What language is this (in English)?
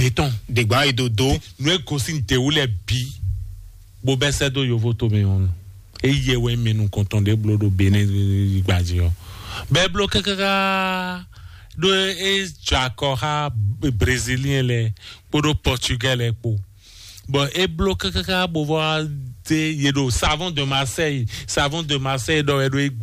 Fon